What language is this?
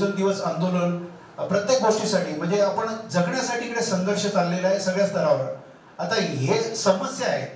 Marathi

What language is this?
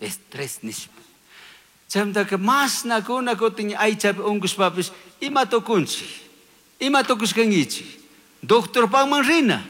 Chimborazo Highland Quichua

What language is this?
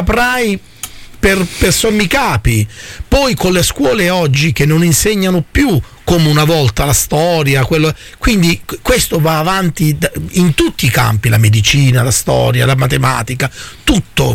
Italian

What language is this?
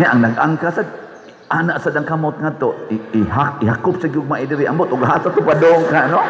Cebuano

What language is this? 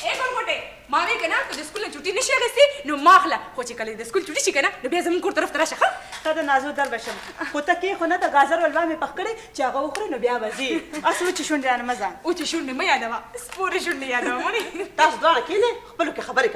Pashto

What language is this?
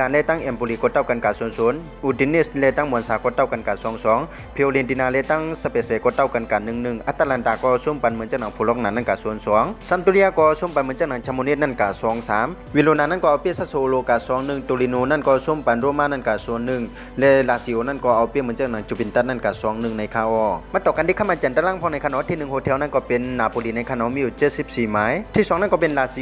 Shan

